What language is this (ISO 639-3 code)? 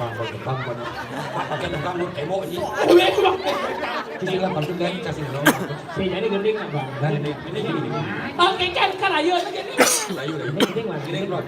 ban